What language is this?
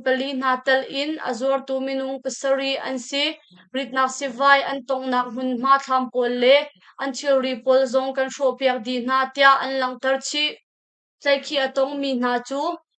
Hakha Chin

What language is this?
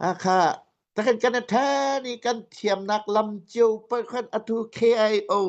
Hakha Chin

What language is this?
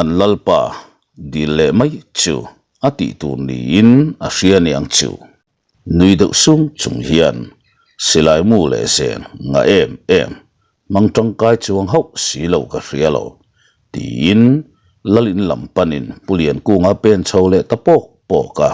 Mizo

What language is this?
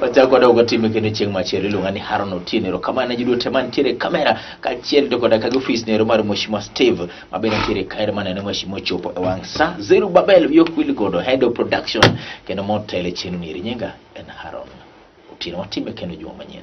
Luo (Kenya and Tanzania)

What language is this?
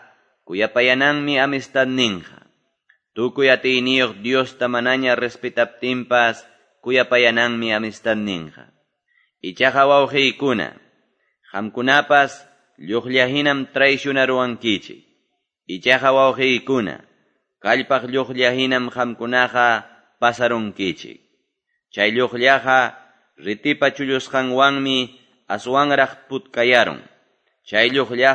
Quechua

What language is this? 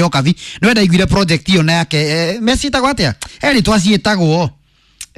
Kikuyu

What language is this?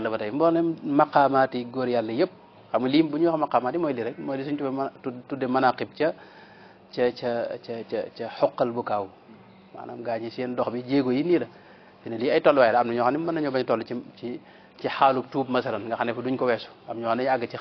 Wolof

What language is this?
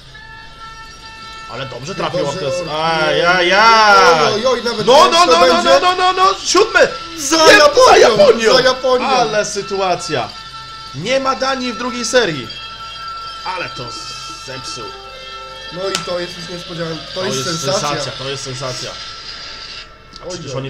Polish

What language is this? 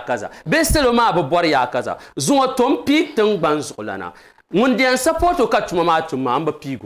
Dagbani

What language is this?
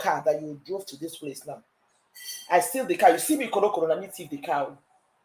Nigerian Pidgin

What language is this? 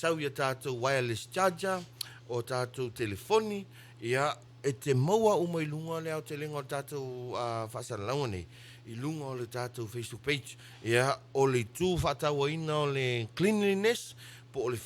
Samoan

